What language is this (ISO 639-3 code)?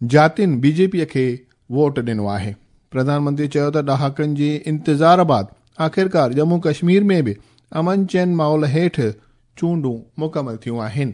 snd